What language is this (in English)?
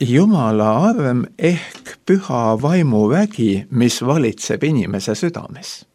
Estonian